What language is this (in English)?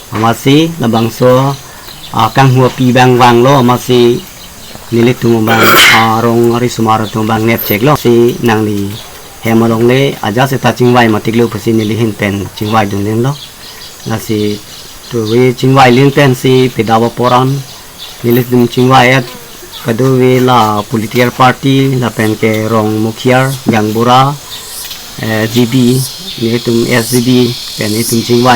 Karbi